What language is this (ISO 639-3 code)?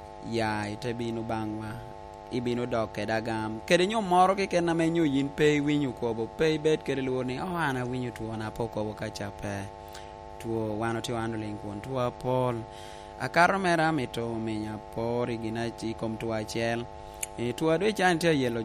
laj